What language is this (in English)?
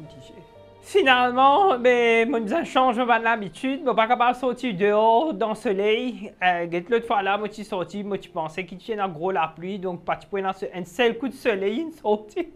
Morisyen